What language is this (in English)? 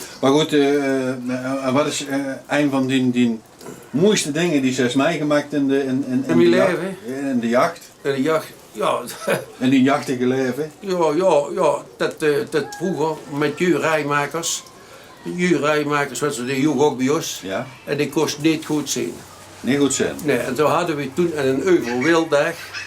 Limburgish